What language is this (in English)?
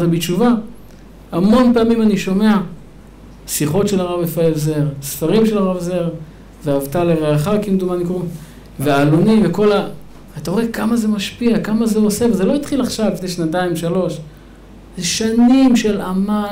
Hebrew